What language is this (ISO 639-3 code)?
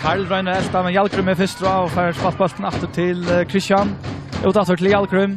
fao